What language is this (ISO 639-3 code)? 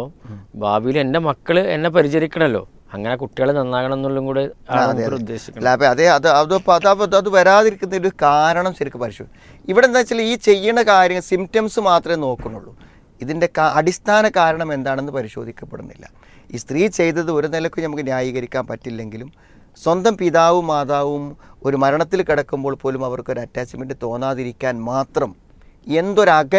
mal